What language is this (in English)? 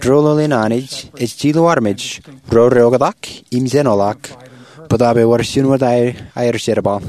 Marshallese